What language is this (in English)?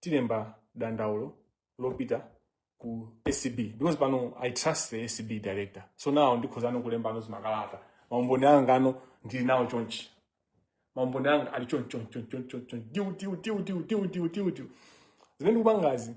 Nyanja